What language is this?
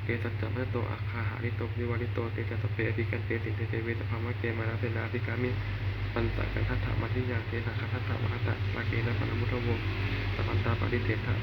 Pali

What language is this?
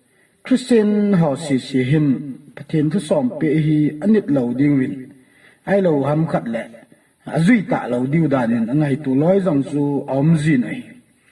Thado Chin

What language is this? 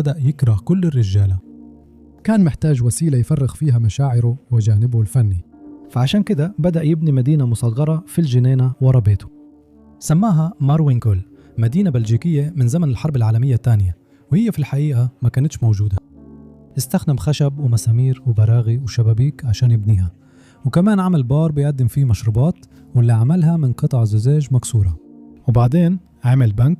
Egyptian Arabic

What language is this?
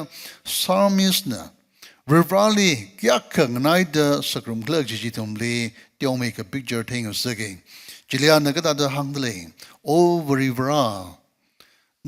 Tangkhul Naga (India)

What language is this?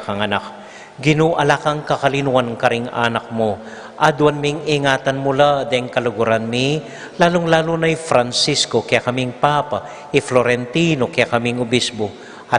Pampanga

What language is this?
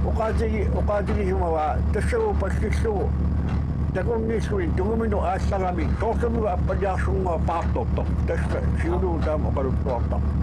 Kalaallisut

